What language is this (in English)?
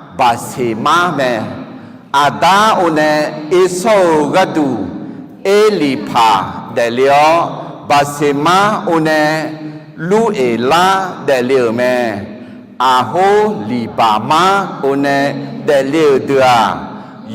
Akha